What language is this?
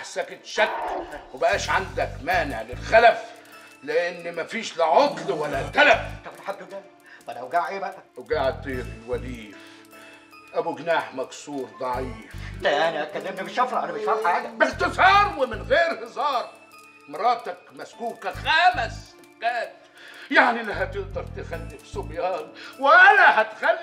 Egyptian Arabic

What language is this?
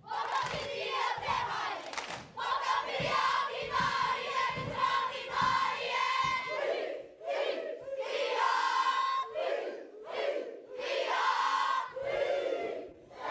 Māori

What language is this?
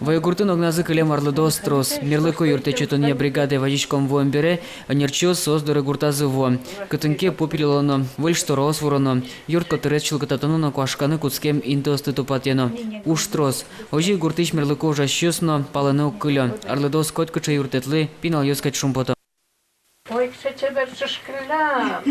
Udmurt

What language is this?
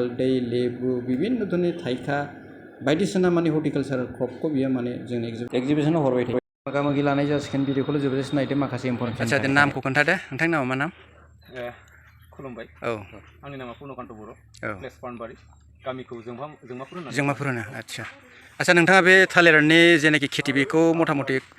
Bodo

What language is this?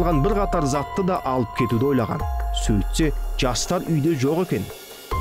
Kazakh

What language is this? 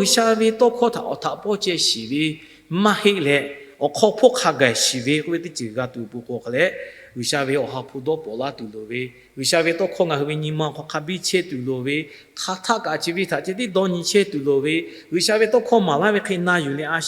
Lahu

